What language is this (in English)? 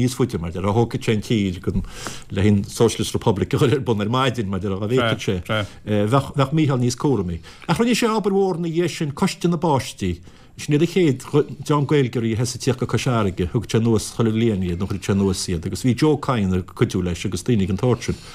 Irish